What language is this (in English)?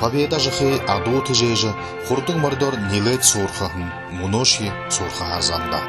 Buriat